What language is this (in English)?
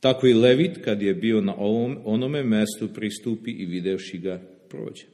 Serbian